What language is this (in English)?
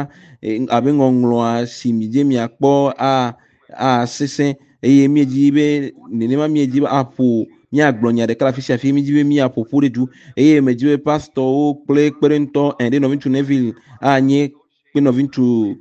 Ewe